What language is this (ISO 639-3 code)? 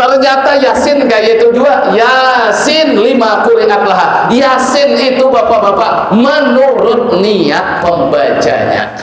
bjn